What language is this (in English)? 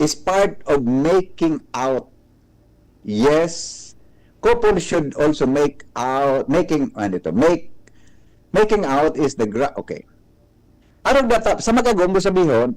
Bikol